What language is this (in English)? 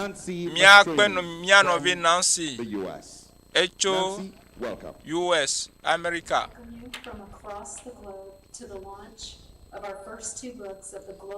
Ewe